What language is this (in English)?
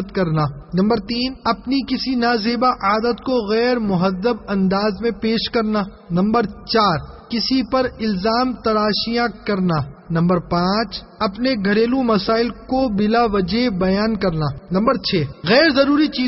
Urdu